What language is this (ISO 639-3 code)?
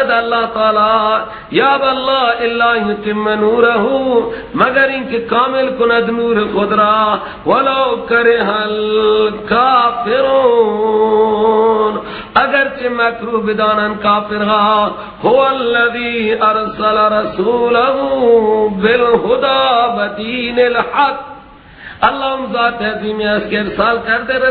fas